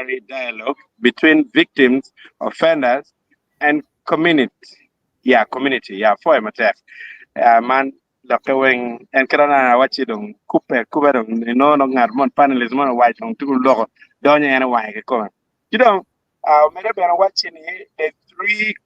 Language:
Acoli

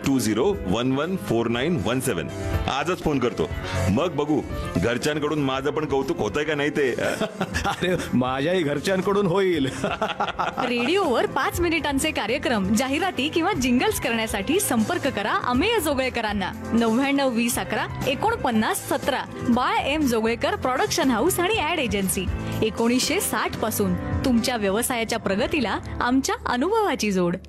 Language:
Marathi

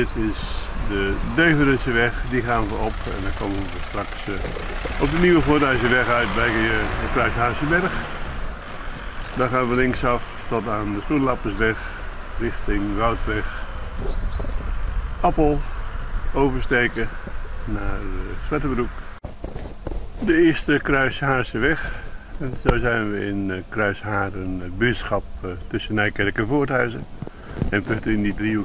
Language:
Dutch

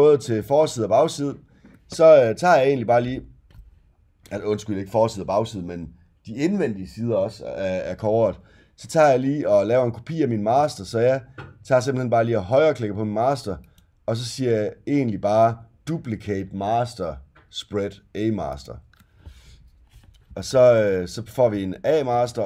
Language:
Danish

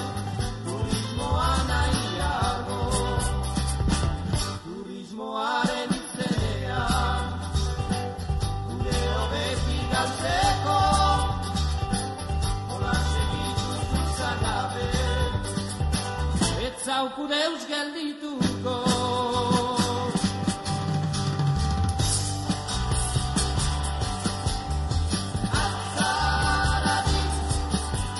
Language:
Basque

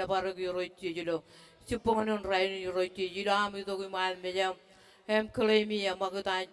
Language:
Marshallese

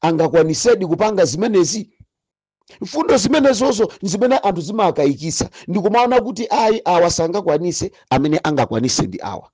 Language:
Nyanja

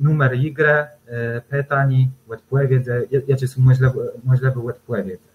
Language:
Kashubian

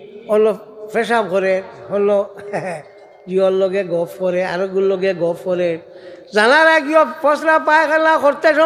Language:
Sylheti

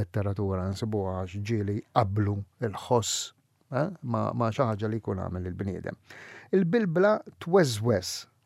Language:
Maltese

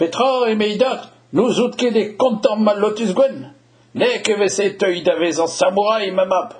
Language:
Breton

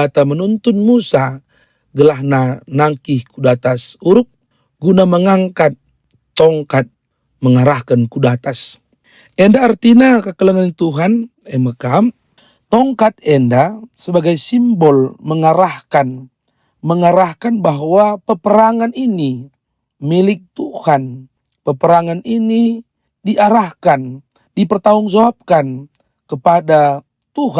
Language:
Batak Karo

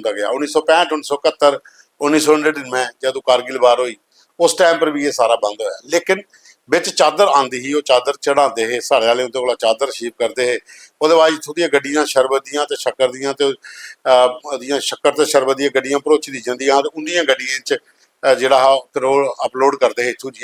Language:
Dogri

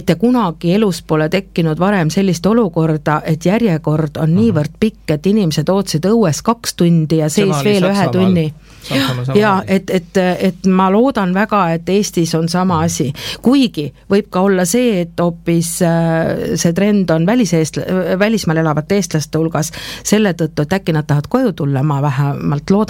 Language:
Estonian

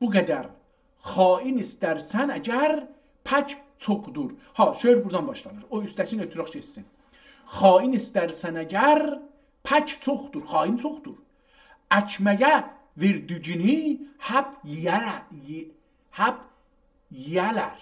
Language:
South Azerbaijani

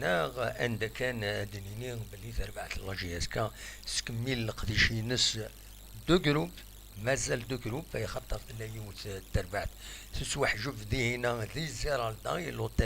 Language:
Kabyle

